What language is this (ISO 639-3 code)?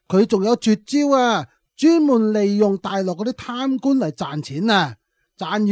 yue